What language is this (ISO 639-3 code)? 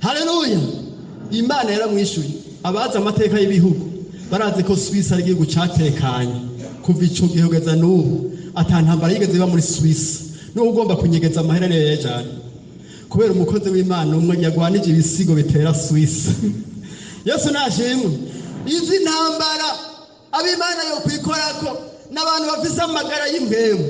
run